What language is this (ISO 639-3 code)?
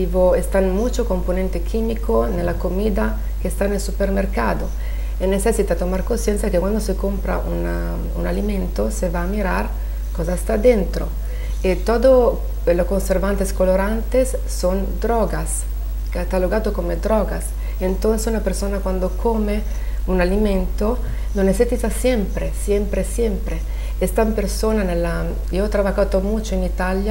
spa